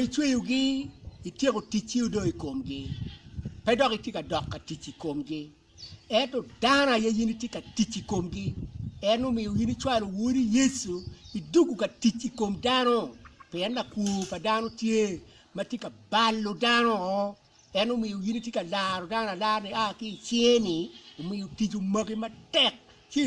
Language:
Acoli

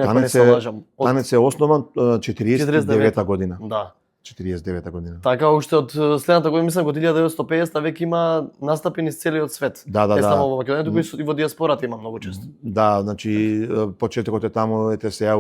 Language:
Macedonian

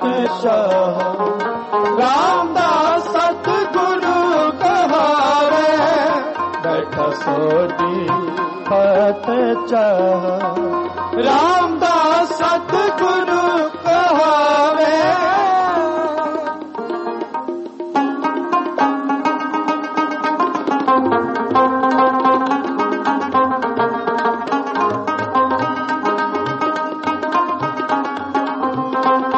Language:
Punjabi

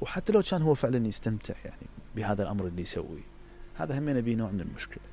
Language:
Mesopotamian Arabic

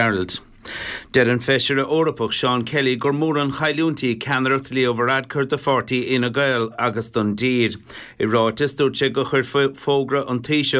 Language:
Irish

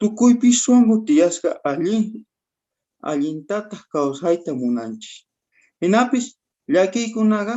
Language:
South Bolivian Quechua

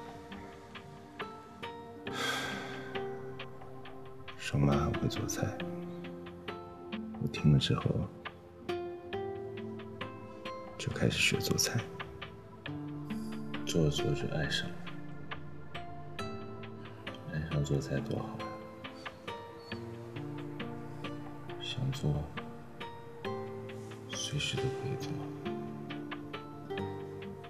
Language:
Chinese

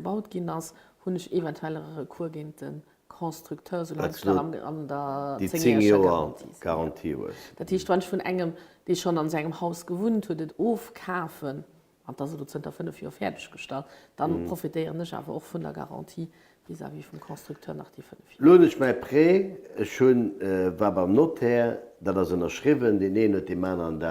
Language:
Luxembourgish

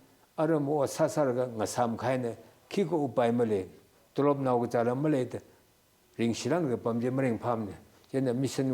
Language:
Tangkhul Naga (India)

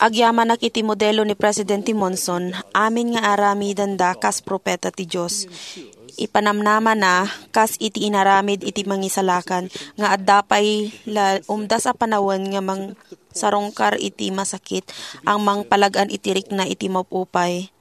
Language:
Iloko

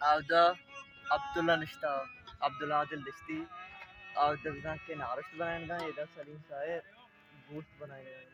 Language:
Baluchi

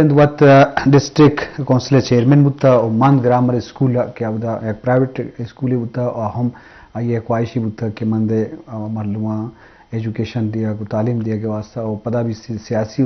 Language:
Eastern Balochi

